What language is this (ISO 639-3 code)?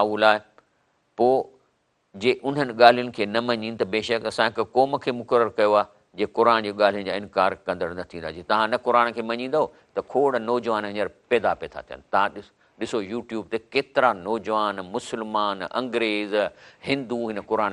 snd